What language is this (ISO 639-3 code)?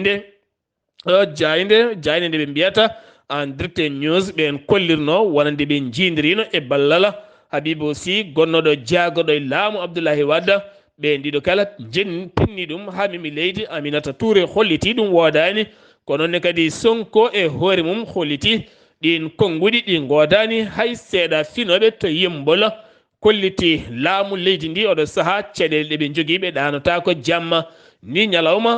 ful